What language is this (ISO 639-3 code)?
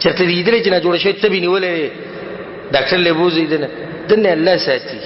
pus